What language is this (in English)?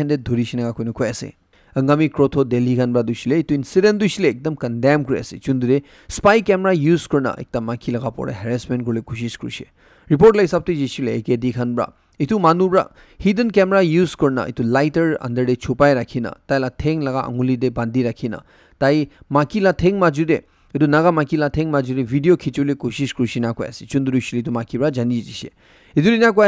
Naga Pidgin